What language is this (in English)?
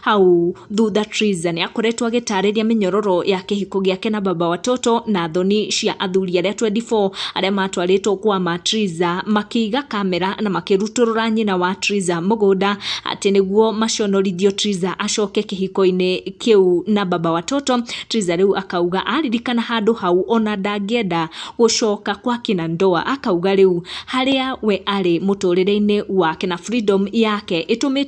Kikuyu